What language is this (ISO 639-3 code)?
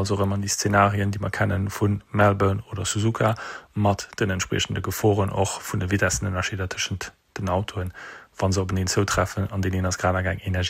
ltz